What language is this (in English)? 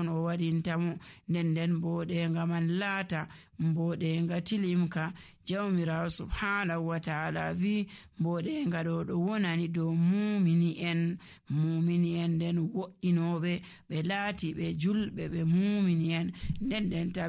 Nigerian Fulfulde